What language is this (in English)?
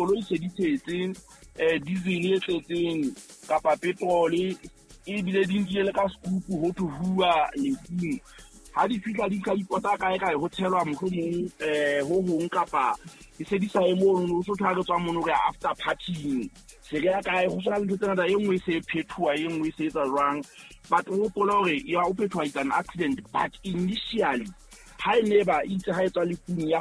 Southern Sotho